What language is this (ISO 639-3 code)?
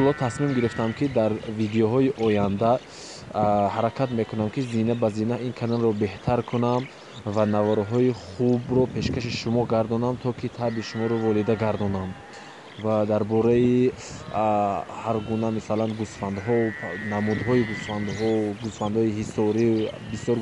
tgk